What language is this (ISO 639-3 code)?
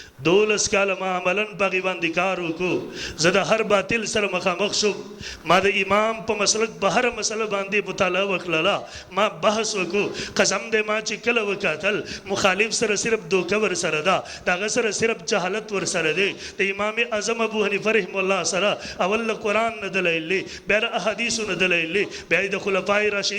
pus